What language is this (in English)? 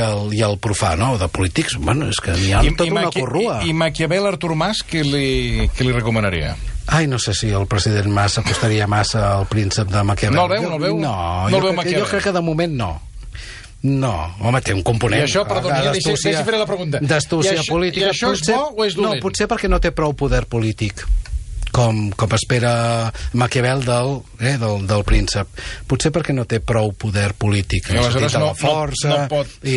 Catalan